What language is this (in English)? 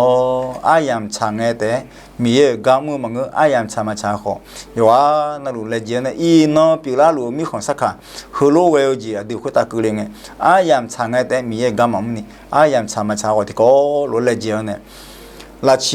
Akha